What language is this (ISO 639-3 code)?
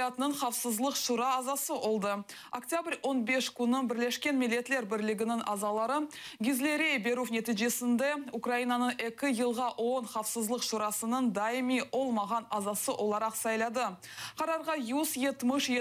crh